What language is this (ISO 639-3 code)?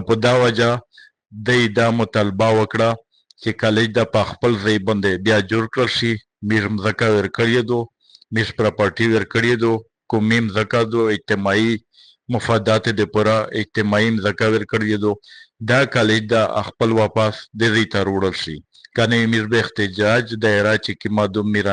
pus